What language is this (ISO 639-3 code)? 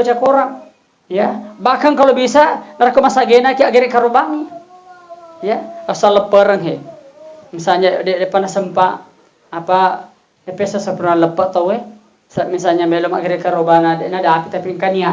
bug